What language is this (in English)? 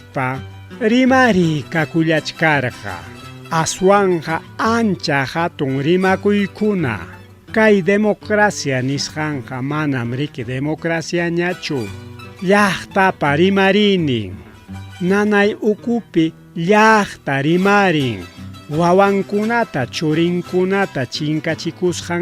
Ayacucho Quechua